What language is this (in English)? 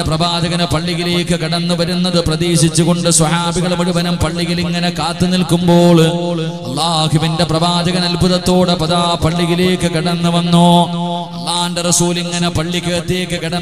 Malayalam